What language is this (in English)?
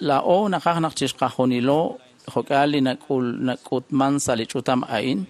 Kekchí